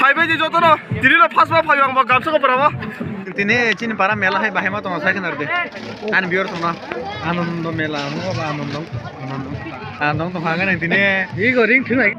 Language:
Kok Borok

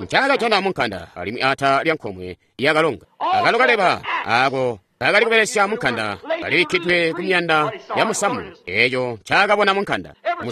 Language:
Tonga (Zambia)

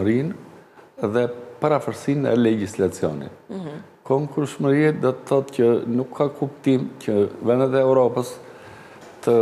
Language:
Albanian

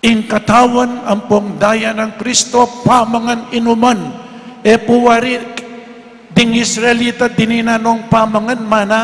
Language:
Pampanga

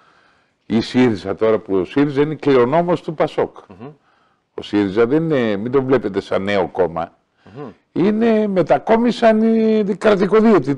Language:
Greek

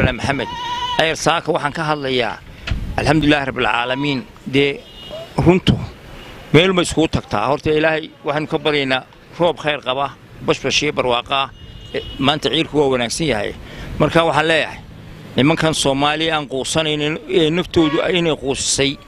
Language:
Somali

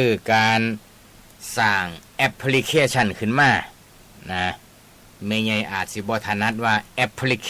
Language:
Northeastern Thai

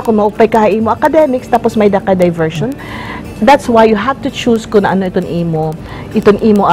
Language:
Waray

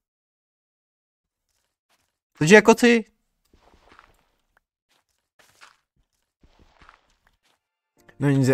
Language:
Czech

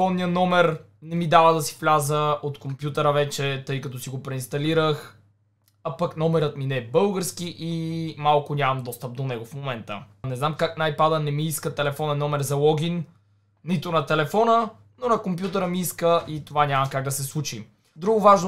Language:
Bulgarian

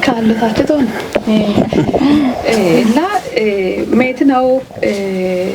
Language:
Kafa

